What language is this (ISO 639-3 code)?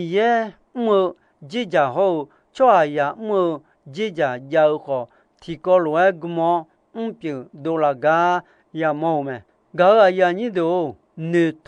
ahk